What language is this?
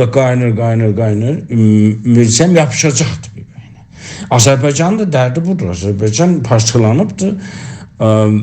South Azerbaijani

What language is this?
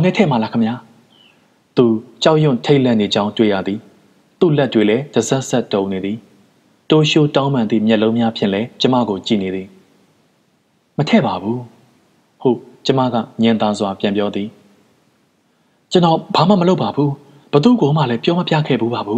Burmese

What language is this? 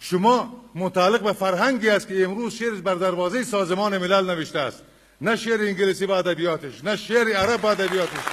Persian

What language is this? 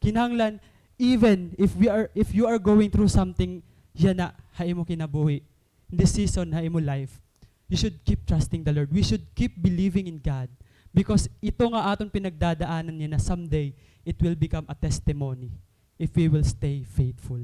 Waray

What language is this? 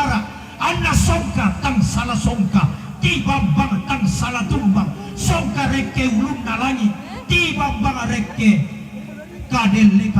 Toraja-Sa'dan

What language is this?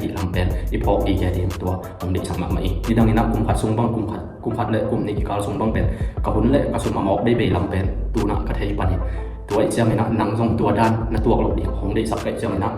Tedim Chin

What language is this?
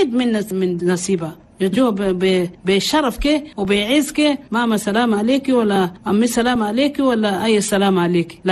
Chadian Arabic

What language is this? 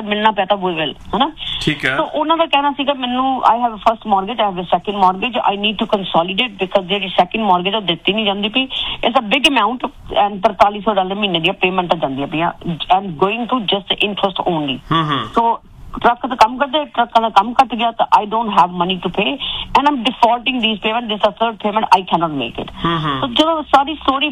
Punjabi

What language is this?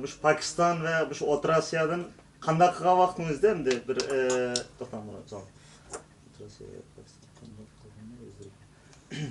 Uyghur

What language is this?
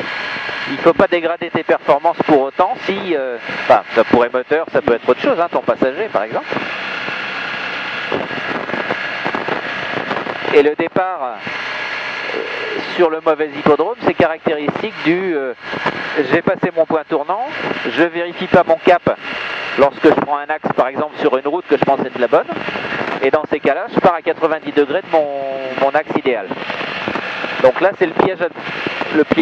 French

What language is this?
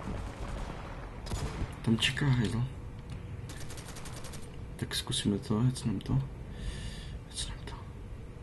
Czech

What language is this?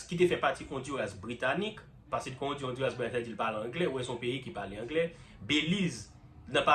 Haitian Creole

